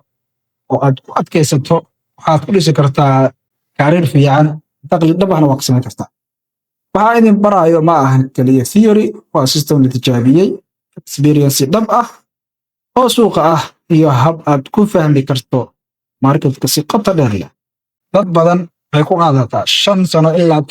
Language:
Somali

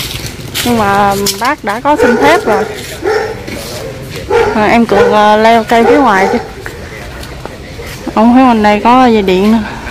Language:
Vietnamese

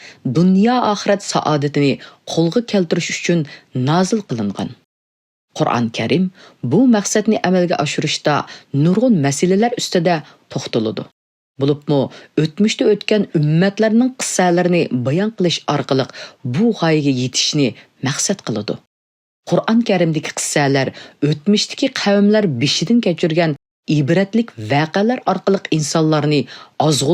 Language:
Uyghur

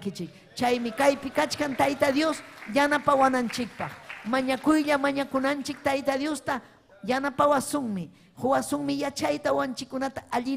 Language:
Ayacucho Quechua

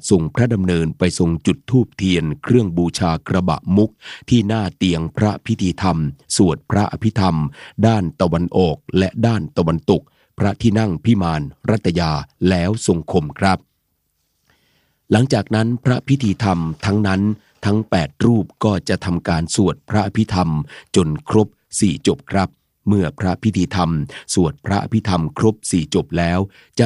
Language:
Thai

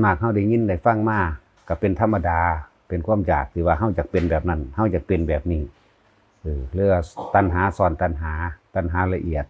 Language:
Lao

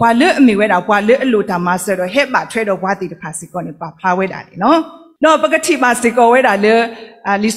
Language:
S'gaw Karen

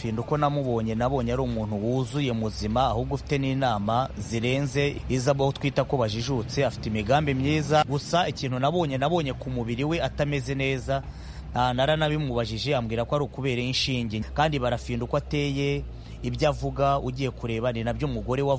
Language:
Kinyarwanda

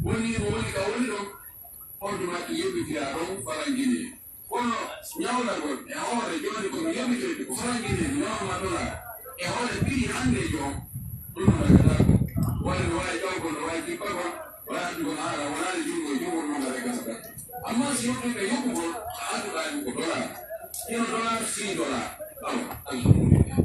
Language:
Pular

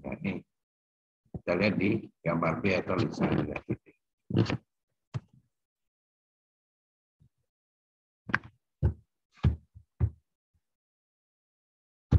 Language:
Indonesian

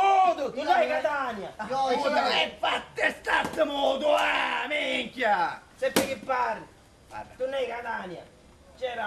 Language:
Sicilian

